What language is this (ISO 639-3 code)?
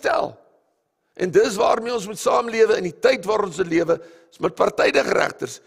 afr